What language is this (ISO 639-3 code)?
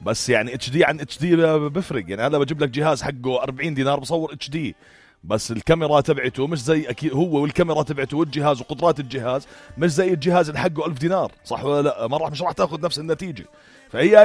apc